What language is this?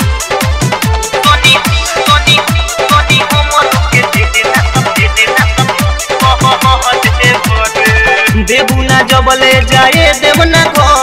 Bhojpuri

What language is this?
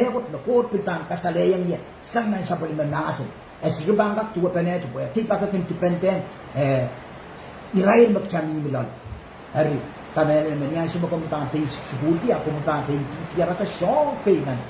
Pohnpeian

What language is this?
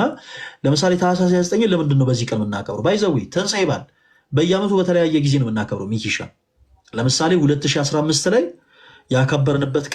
Amharic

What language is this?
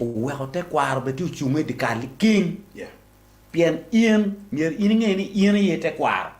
Acoli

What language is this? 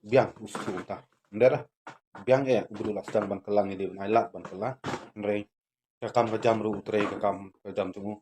Khasi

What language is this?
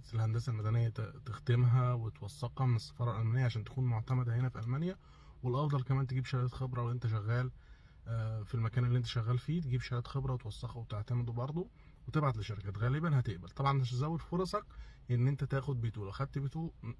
Egyptian Arabic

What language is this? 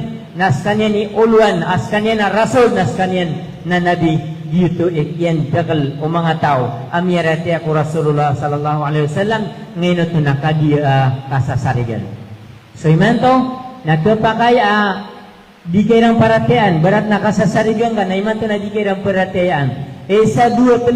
Maranao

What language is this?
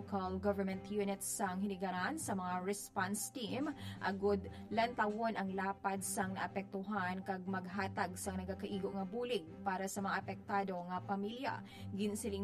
Hiligaynon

